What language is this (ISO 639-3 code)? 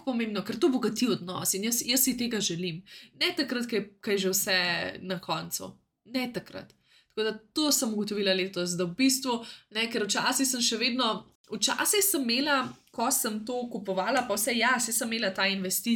slv